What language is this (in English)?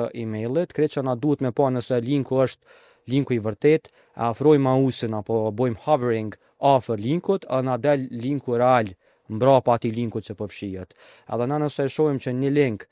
Albanian